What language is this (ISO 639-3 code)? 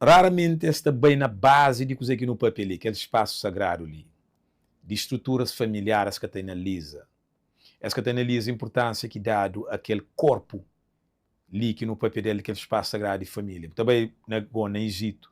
kea